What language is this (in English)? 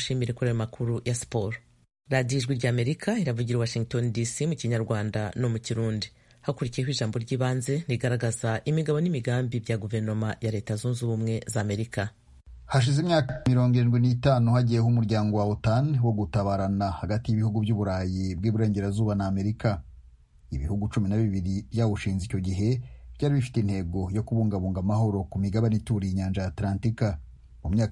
Kinyarwanda